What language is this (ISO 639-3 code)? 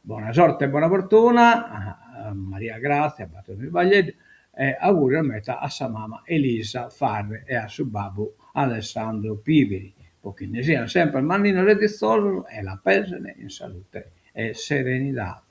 srd